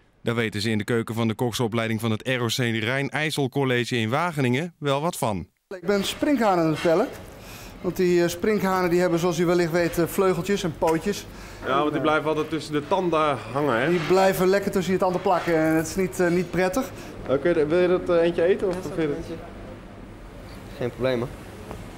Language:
Dutch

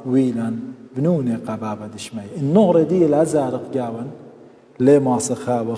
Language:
Assyrian Neo-Aramaic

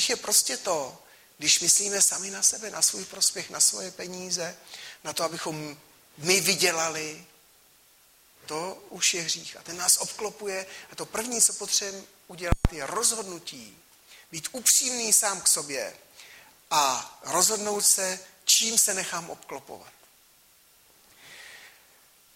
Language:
Czech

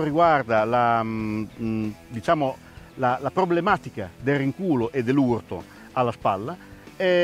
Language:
Italian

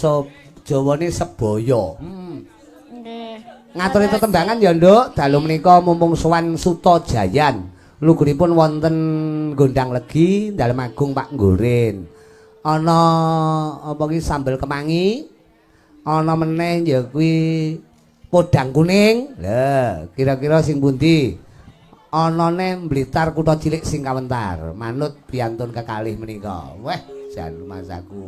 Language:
Javanese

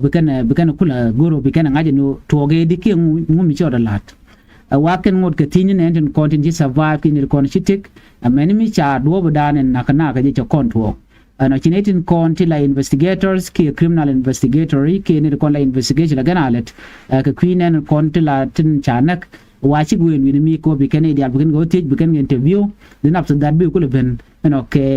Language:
Nuer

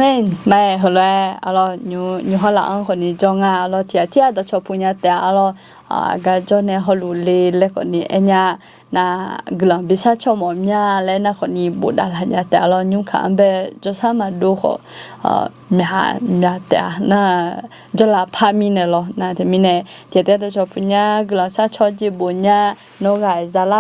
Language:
Akha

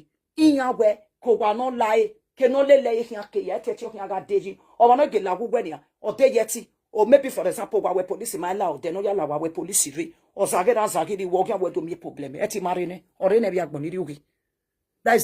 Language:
Nigerian Pidgin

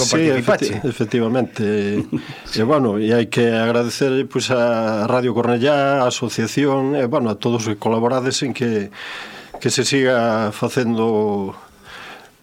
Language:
Galician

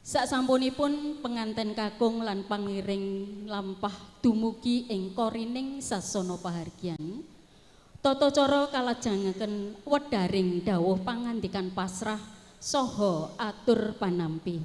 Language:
Javanese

